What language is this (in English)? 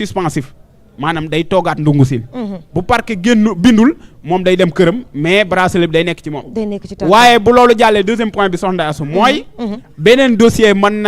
Wolof